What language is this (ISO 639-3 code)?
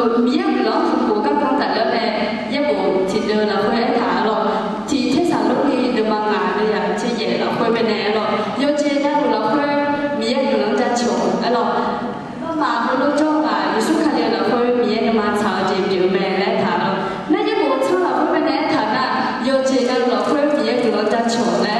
ahk